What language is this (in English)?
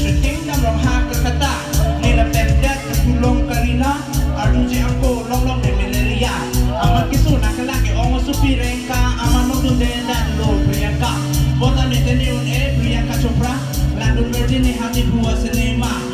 Karbi